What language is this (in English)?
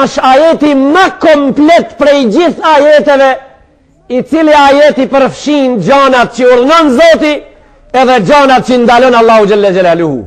Albanian